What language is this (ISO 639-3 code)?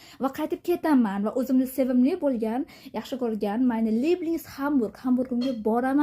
uzb